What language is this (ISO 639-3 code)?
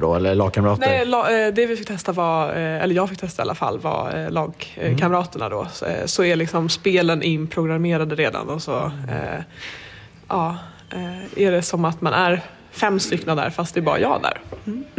swe